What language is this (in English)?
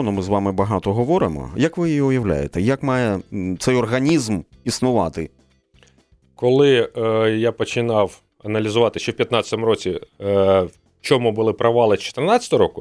Ukrainian